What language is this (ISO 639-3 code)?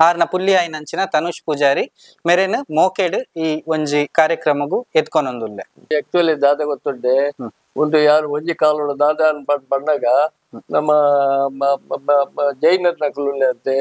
tcy